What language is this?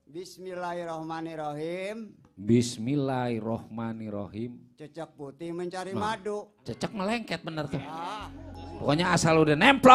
Betawi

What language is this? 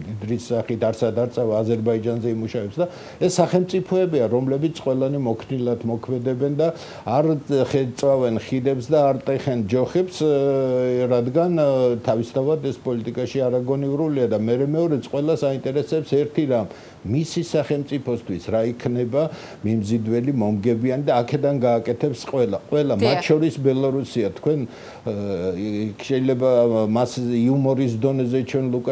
Georgian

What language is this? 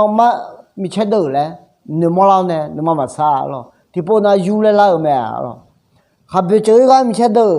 Akha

